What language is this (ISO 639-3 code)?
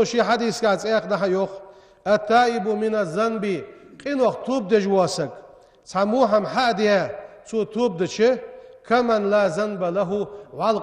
inh